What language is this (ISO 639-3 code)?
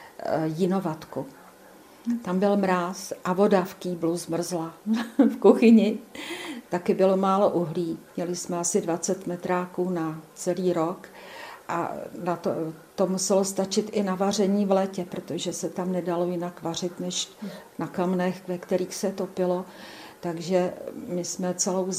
ces